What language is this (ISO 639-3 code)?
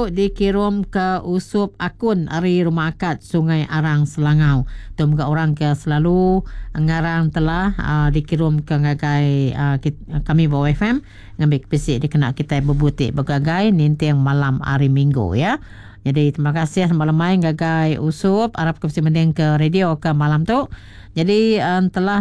iba